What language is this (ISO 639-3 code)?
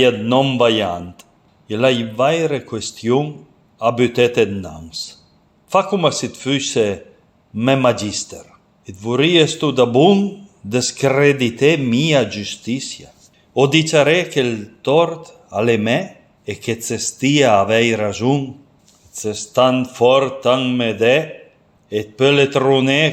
pms